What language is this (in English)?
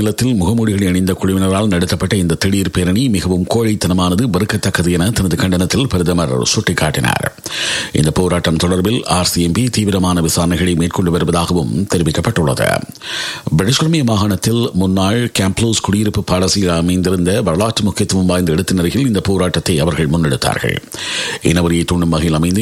Tamil